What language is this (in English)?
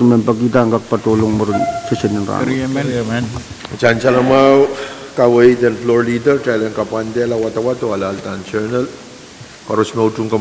Pohnpeian